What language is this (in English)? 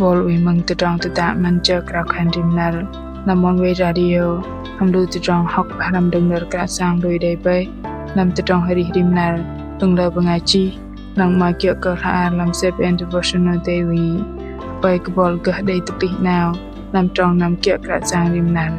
Bahnar